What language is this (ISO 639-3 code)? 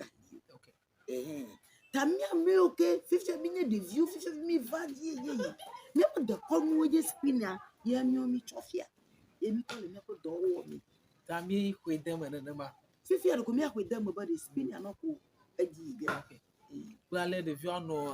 ewe